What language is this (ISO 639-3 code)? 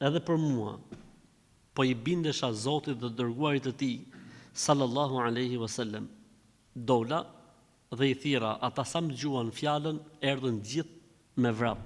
sqi